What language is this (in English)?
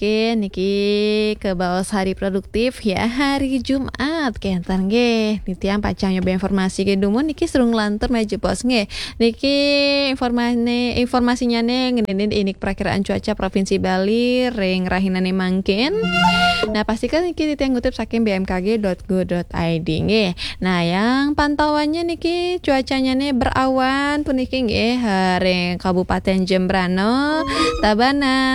Balinese